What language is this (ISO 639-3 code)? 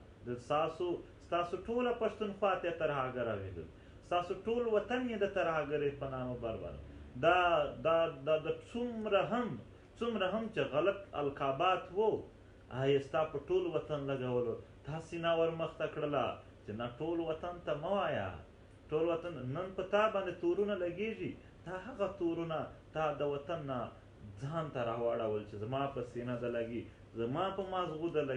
pus